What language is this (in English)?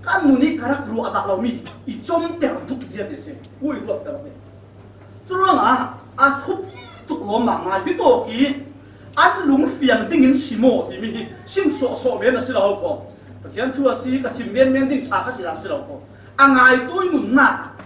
Falam Chin